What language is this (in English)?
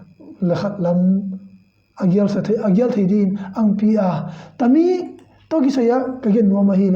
Tedim Chin